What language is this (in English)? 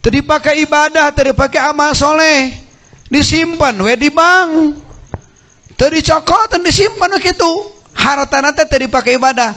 Sundanese